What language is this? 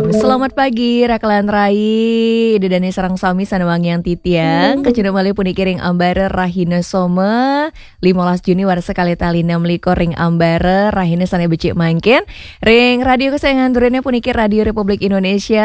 Balinese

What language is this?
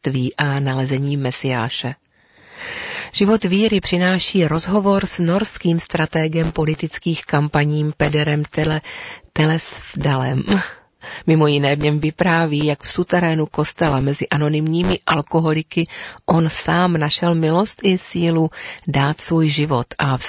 Czech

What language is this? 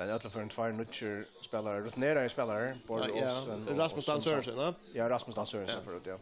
Faroese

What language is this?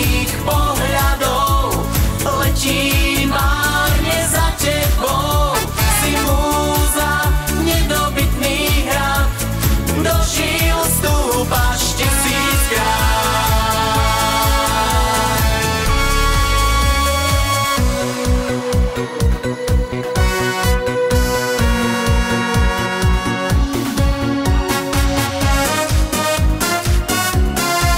Slovak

